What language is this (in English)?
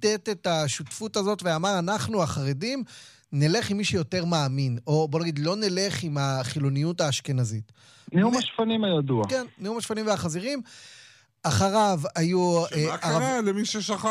Hebrew